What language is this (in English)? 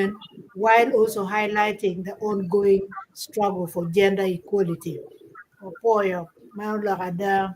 Acoli